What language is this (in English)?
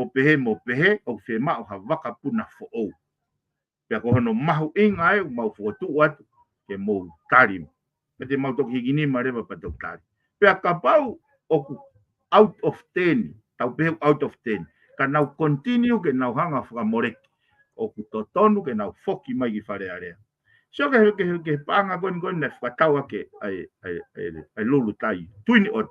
Tongan